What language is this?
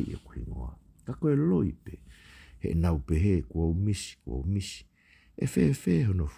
Tongan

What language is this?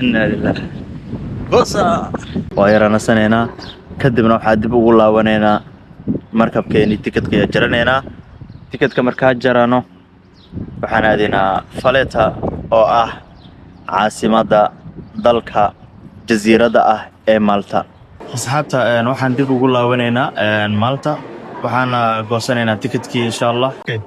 Somali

